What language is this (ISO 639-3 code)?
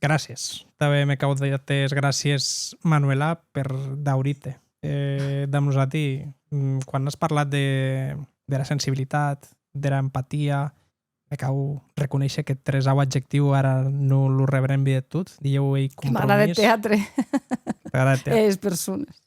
oci